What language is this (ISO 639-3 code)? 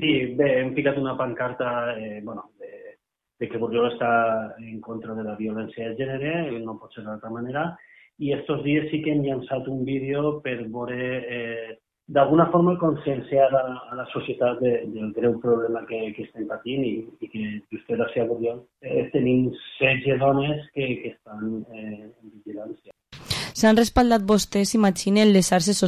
cat